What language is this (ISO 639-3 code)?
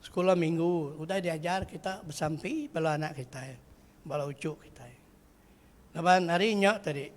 iba